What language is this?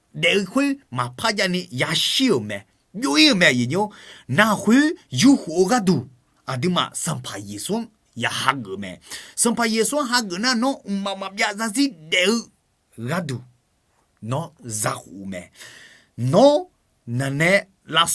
Akha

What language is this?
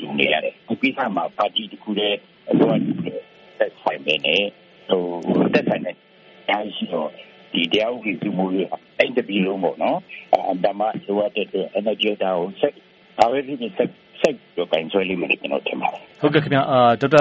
Burmese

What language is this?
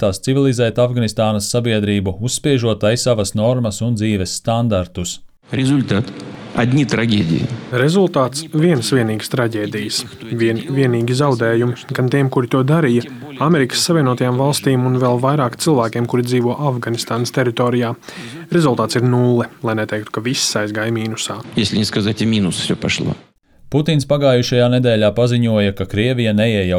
Latvian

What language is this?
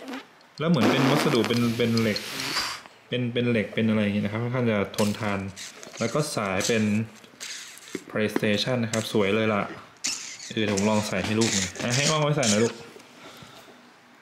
Thai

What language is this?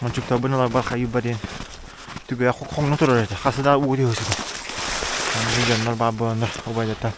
Yakut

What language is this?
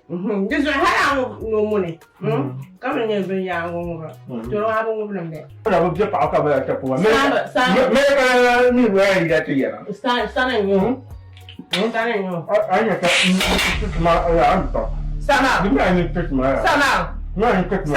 Dagbani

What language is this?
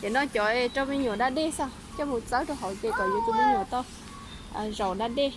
Hmong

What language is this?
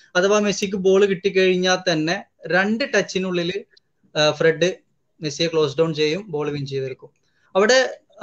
Malayalam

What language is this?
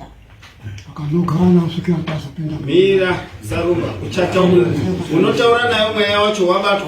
Shona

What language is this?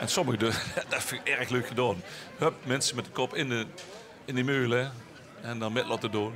Limburgish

